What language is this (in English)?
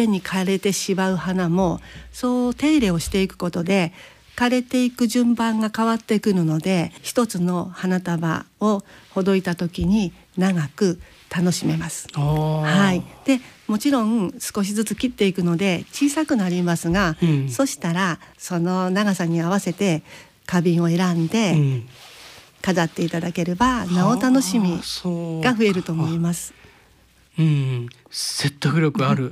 Japanese